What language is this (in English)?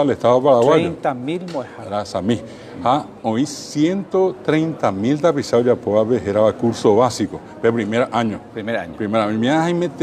Guarani